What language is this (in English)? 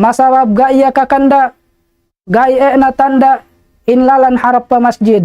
Tausug